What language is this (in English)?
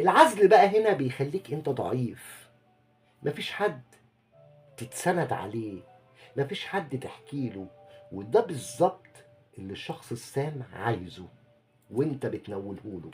Egyptian Arabic